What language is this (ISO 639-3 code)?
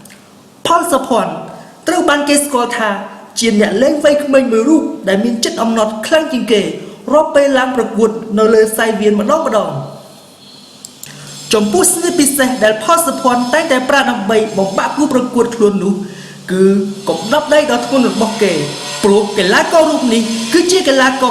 khm